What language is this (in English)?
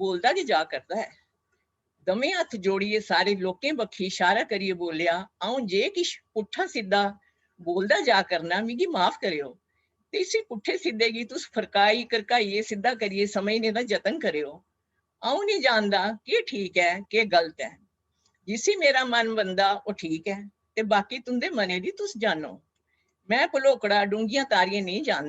Dogri